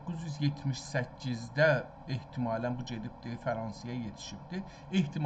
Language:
South Azerbaijani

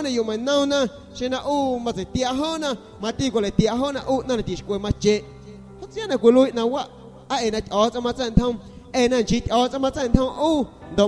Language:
San Pedro Amuzgos Amuzgo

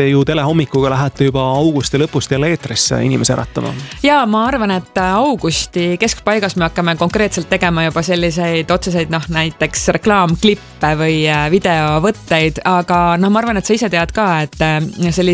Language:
Estonian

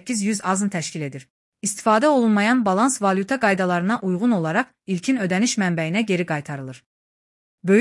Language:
Azerbaijani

